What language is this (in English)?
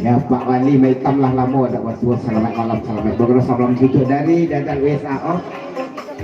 Minangkabau